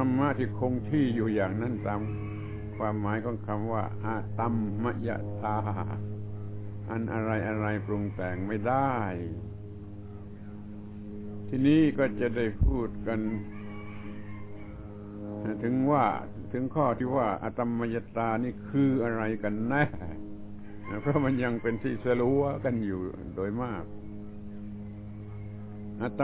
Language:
Thai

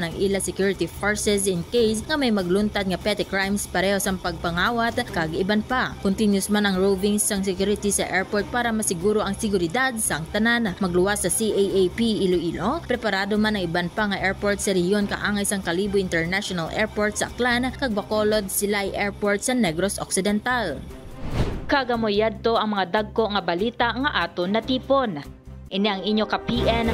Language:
Hiligaynon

